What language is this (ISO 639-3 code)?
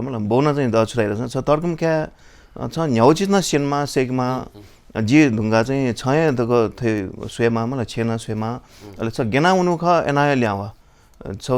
new